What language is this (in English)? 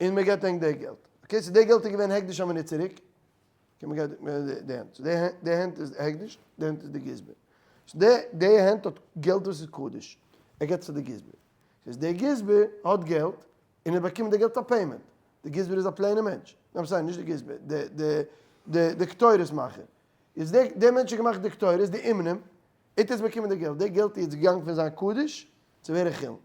Yiddish